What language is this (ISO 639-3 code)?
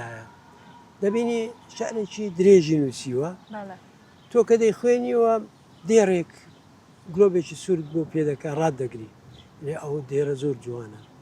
ckb